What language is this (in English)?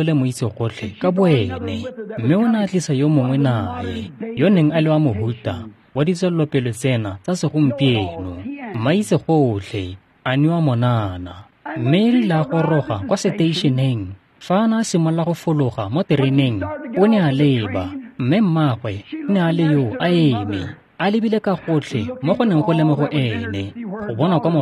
Tswana